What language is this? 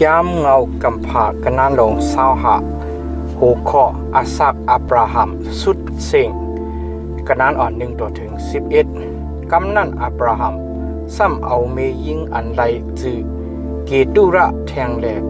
Shan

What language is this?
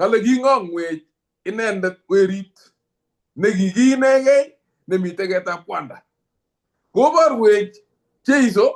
Kalenjin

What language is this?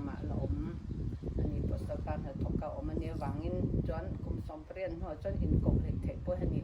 Mizo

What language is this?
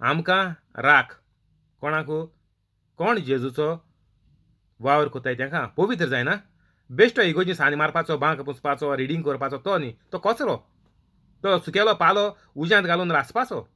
Konkani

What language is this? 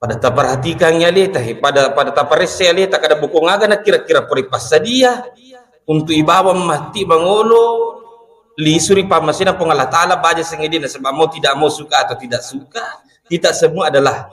Buginese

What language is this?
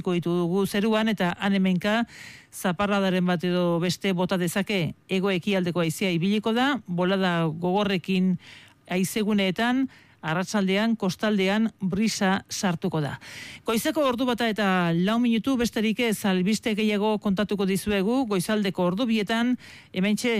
Basque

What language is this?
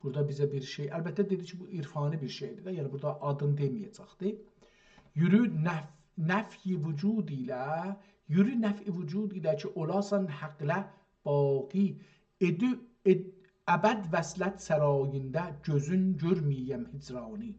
South Azerbaijani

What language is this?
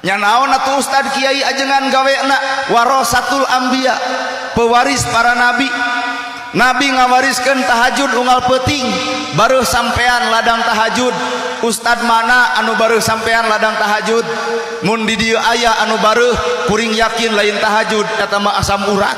Sundanese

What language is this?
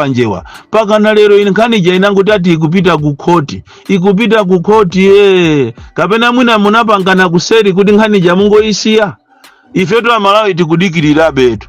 Nyanja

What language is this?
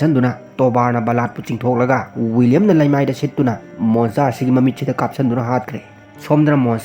Manipuri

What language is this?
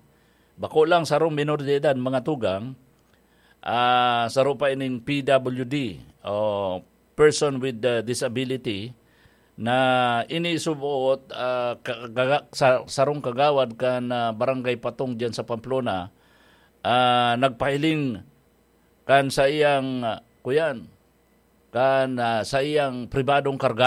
Bikol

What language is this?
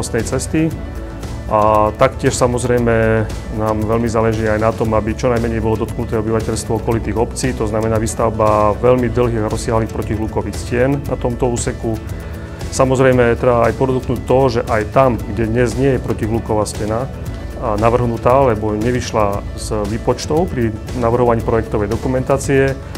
Slovak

